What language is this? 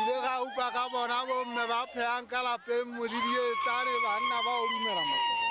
Southern Sotho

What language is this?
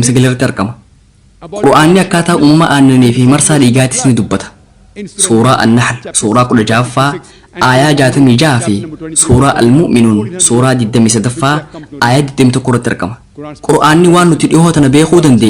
Oromo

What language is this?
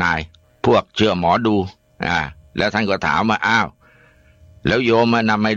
Thai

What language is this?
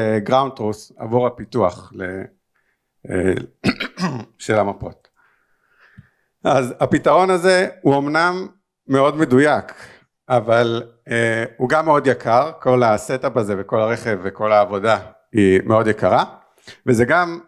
Hebrew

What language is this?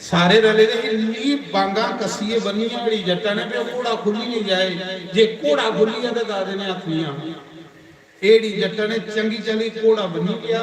Dogri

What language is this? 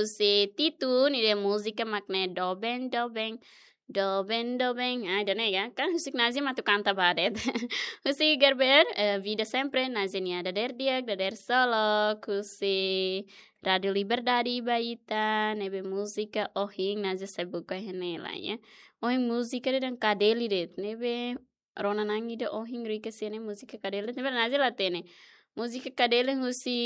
Tetum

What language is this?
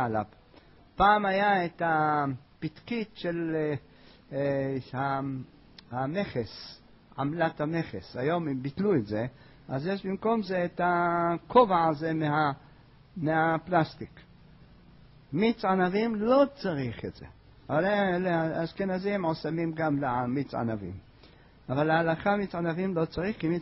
Hebrew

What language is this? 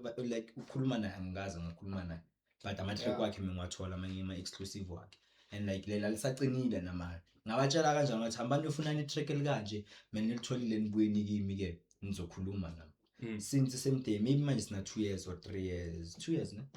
Zulu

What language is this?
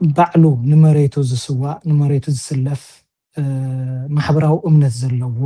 Tigrinya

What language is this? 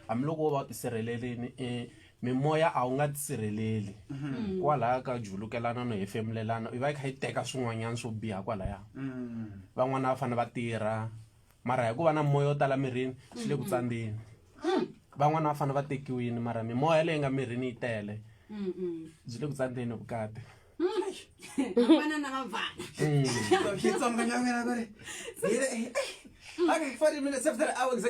Tsonga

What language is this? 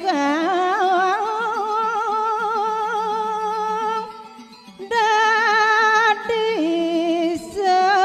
Balinese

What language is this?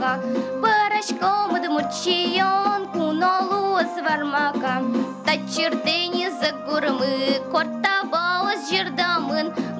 Udmurt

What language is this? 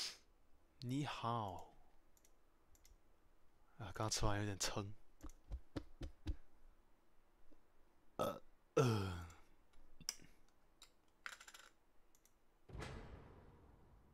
Chinese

